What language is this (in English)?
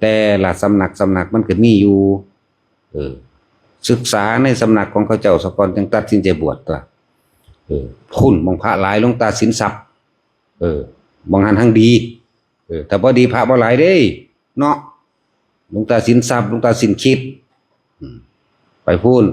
Northeastern Thai